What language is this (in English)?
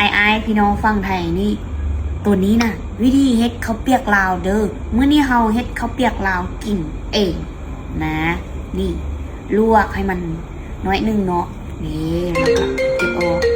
Lao